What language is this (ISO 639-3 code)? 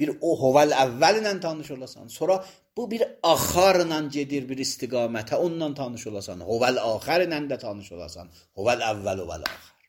aze